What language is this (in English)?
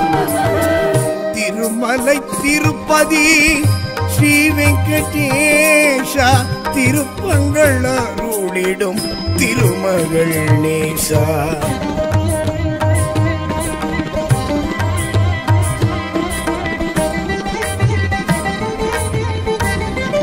Tamil